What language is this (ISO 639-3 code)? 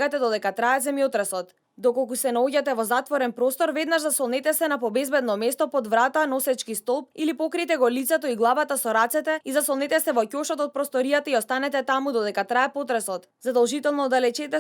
mkd